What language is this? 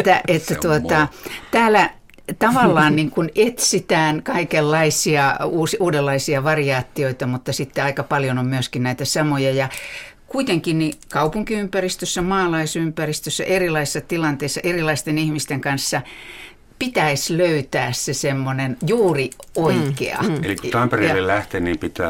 Finnish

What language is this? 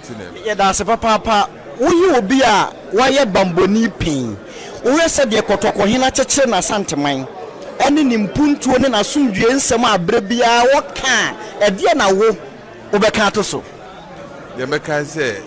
Akan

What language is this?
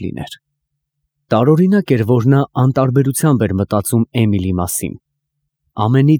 Armenian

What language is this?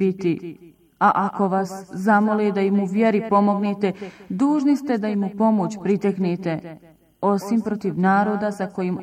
Bosnian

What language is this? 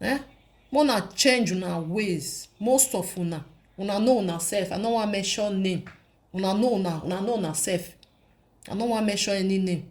Nigerian Pidgin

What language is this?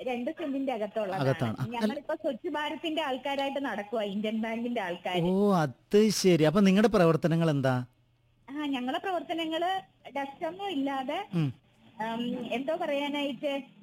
Malayalam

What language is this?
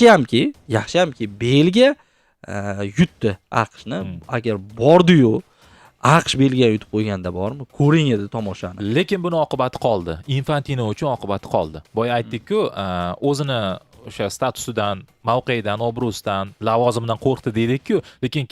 Uzbek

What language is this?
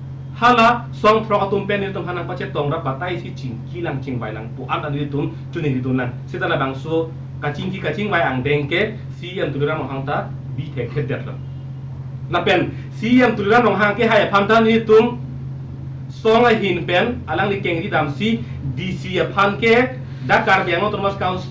Karbi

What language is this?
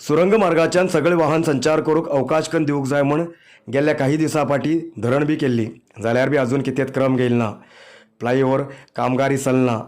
Konkani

